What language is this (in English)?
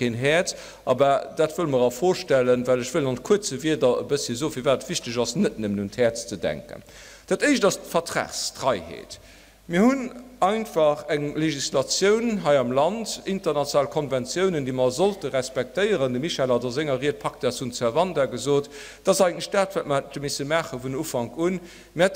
Luxembourgish